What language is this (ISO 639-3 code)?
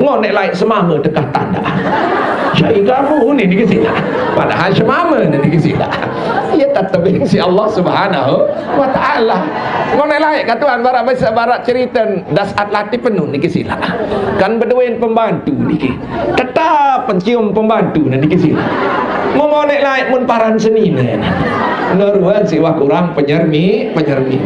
sas